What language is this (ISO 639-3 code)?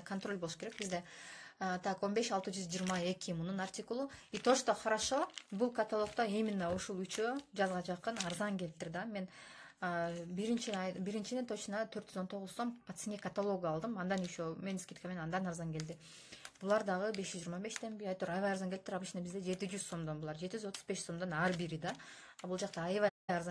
kir